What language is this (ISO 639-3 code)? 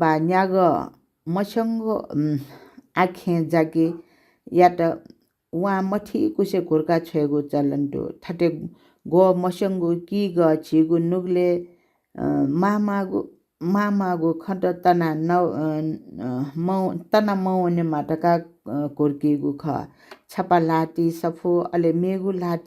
new